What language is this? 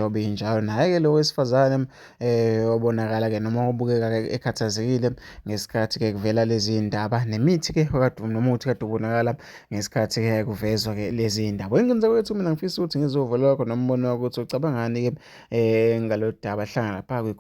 Zulu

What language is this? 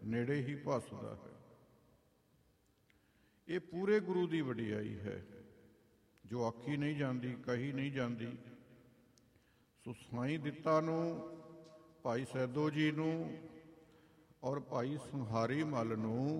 Punjabi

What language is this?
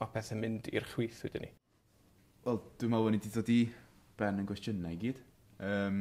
Welsh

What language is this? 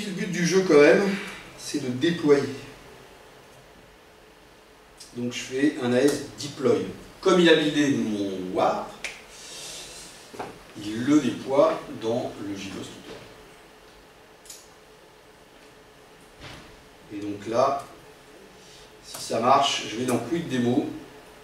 French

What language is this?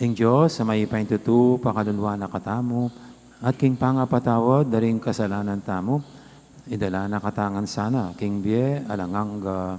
Pampanga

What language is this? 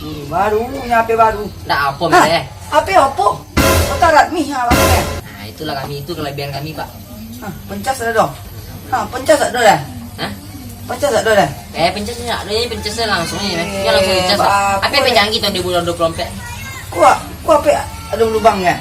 Minangkabau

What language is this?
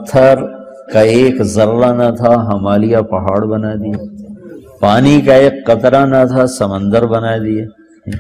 Urdu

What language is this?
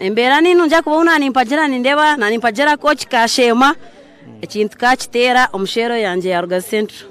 Nyankole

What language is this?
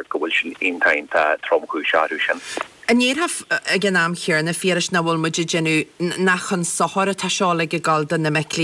Irish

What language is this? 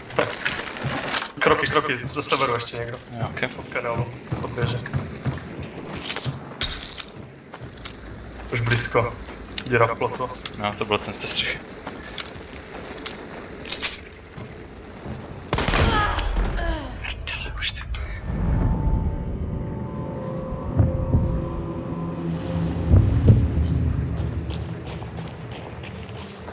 Czech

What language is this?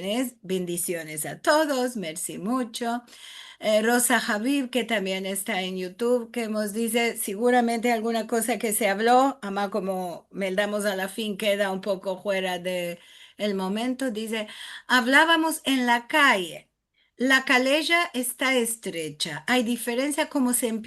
Ladino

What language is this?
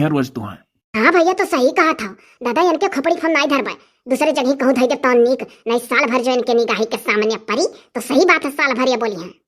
Awadhi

